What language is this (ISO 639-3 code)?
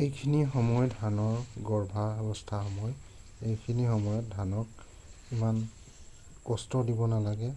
asm